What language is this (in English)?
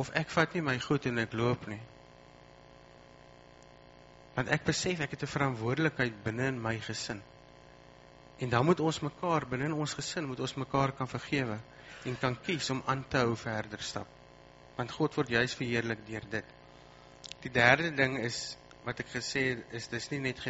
Afrikaans